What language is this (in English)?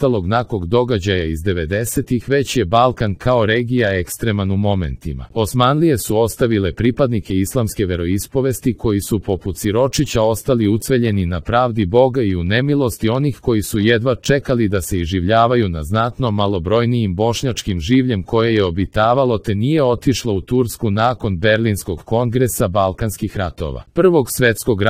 Serbian